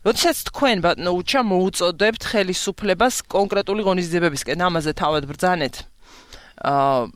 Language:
Georgian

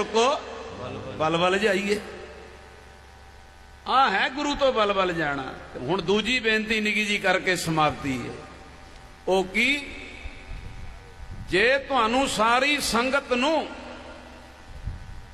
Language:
Punjabi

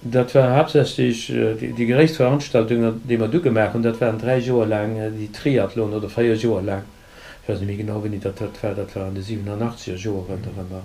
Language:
Luxembourgish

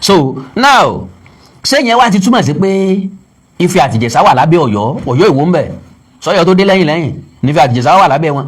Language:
Yoruba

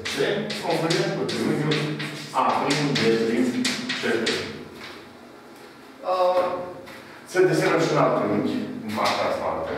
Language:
Romanian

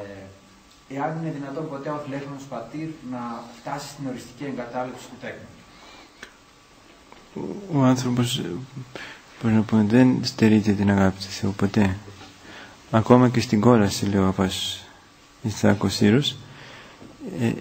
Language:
Greek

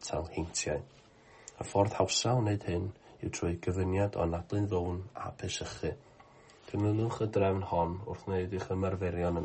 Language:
Welsh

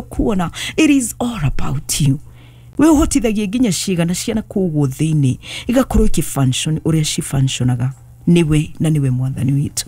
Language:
Kikuyu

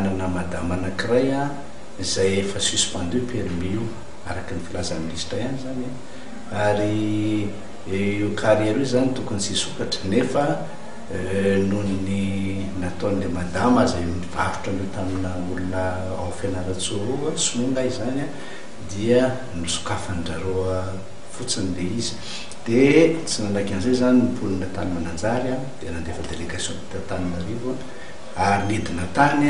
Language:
Malagasy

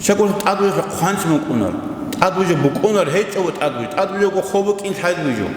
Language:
Avaric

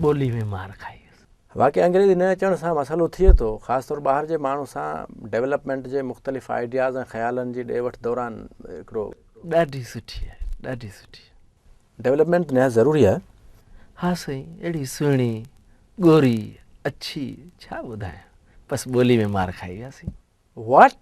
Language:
Sindhi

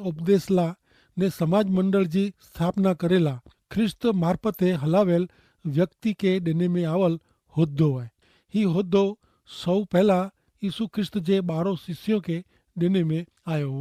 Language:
Kachhi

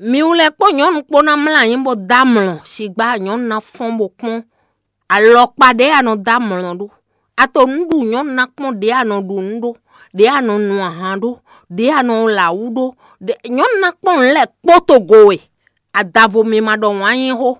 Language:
Fon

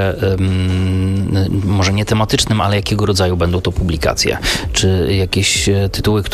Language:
Polish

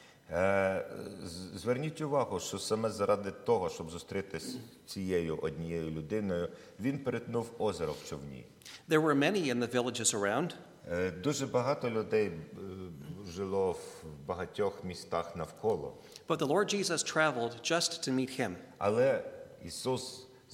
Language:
Ukrainian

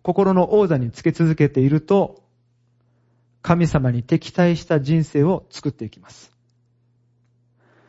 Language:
Japanese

